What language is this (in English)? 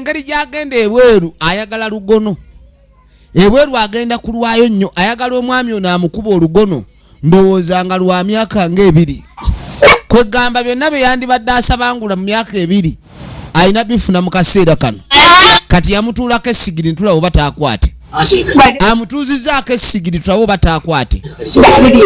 Ganda